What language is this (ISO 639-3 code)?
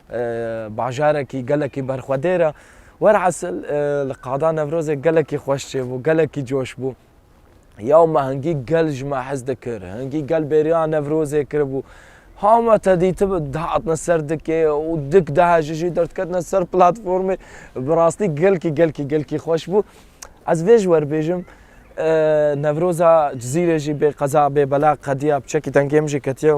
kur